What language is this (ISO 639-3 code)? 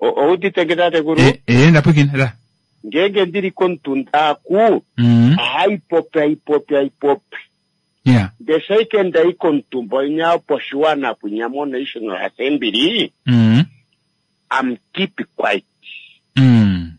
kua